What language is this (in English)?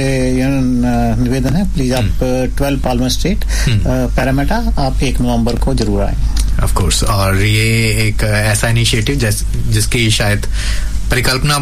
Hindi